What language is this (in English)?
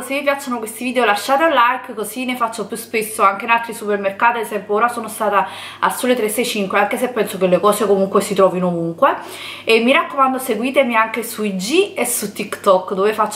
Italian